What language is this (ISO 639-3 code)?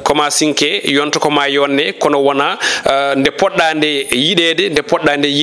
ful